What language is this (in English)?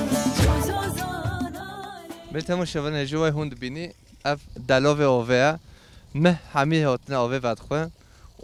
Kurdish